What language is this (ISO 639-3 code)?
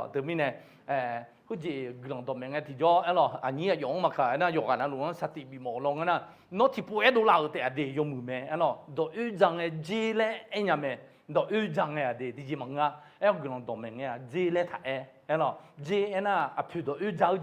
ahk